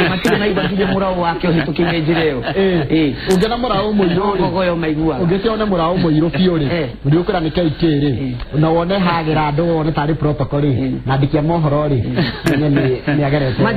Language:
Kikuyu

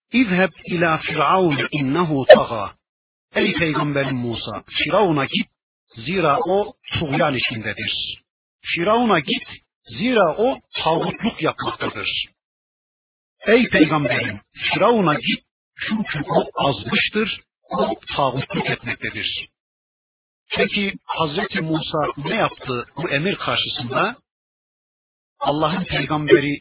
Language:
Turkish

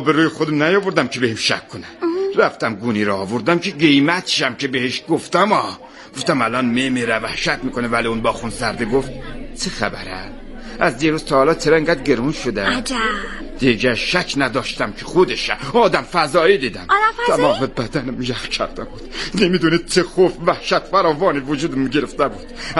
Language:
Persian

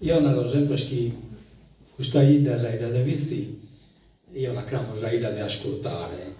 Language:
Sardinian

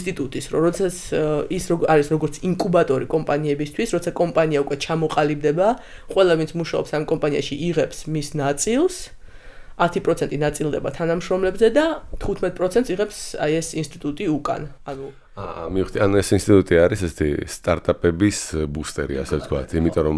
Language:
Georgian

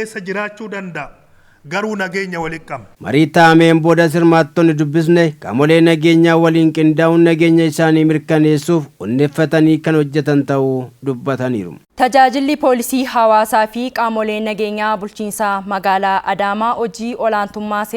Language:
Oromo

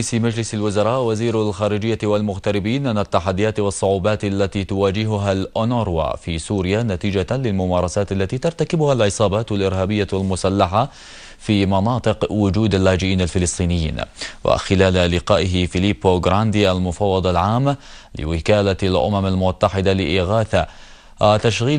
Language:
Arabic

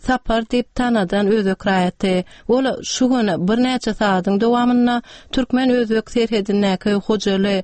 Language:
Turkmen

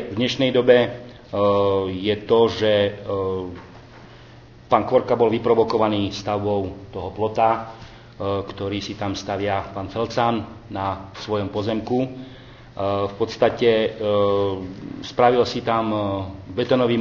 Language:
Slovak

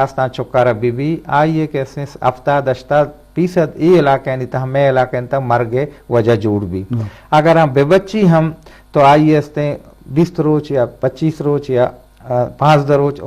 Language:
Eastern Balochi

